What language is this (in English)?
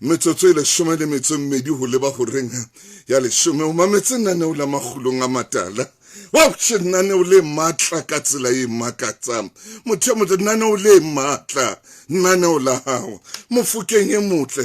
Southern Sotho